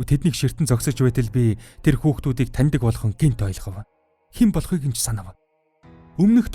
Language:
Mongolian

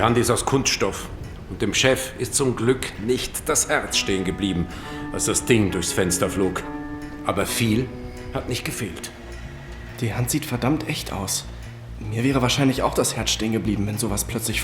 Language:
Swiss German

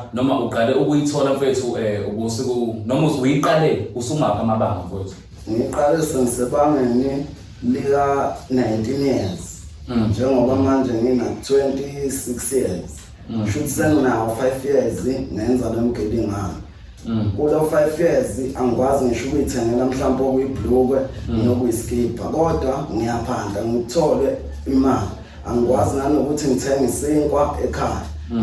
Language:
Zulu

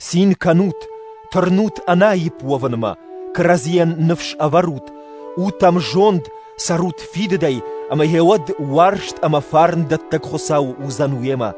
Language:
Ossetic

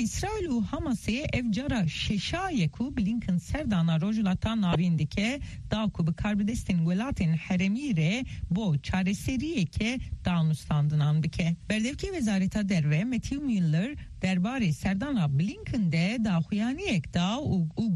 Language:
Kurdish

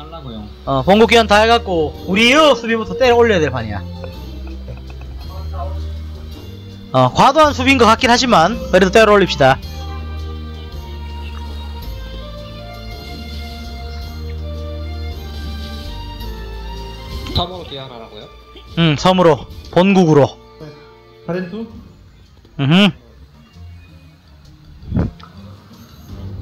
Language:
Korean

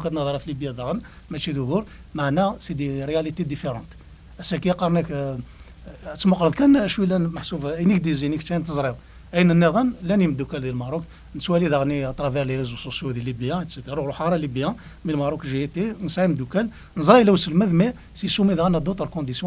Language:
Kabyle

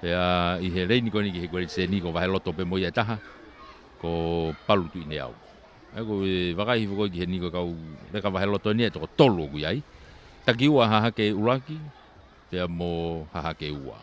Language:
Tongan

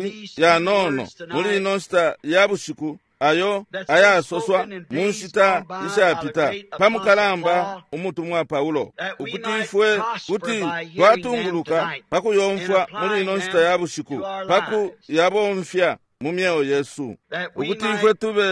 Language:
Bemba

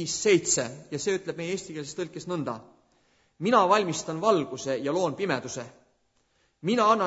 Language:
Estonian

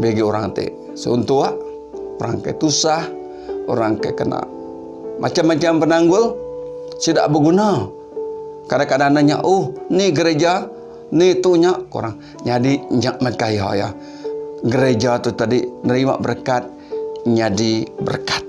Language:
Iban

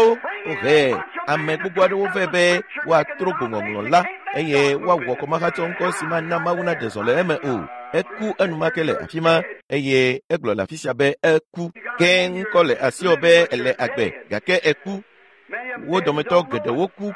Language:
Ewe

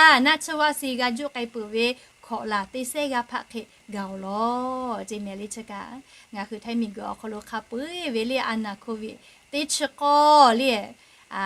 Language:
Lahu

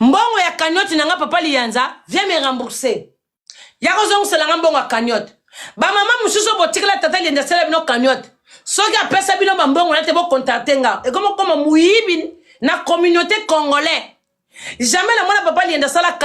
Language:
Lingala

